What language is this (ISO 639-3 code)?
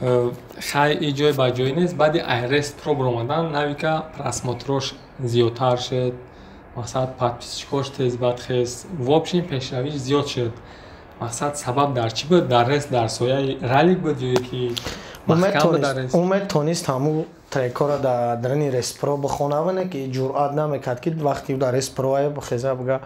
tgk